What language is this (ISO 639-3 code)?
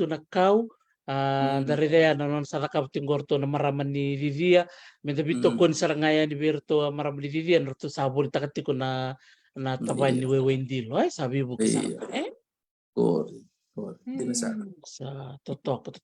fij